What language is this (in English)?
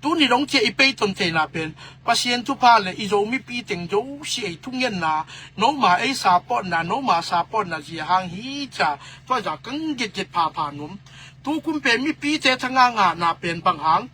Tedim Chin